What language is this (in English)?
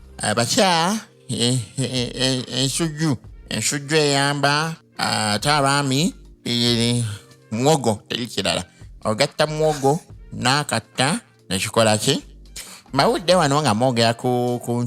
Ganda